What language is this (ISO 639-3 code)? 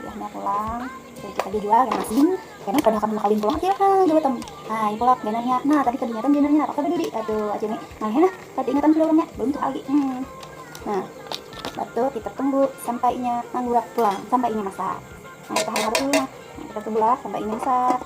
bjn